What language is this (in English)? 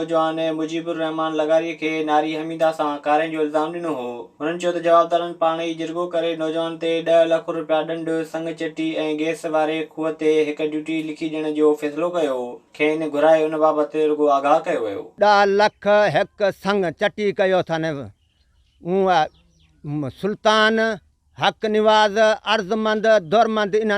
Sindhi